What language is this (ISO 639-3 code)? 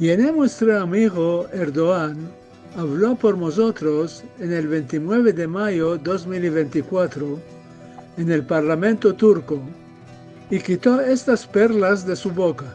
lad